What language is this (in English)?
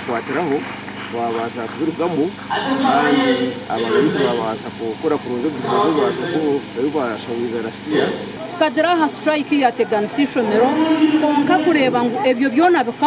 Nyankole